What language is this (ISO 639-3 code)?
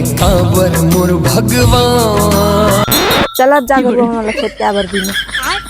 hne